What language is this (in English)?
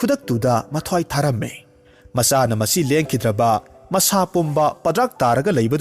Manipuri